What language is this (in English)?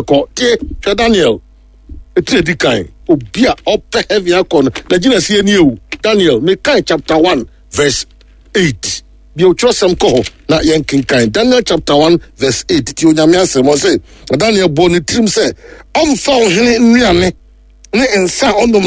Akan